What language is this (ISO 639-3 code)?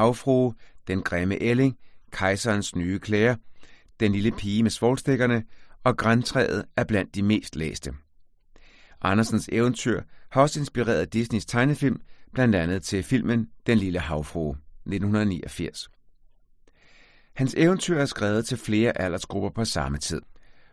dan